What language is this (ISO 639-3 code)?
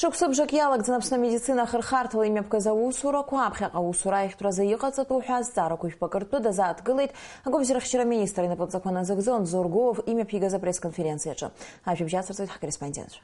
abk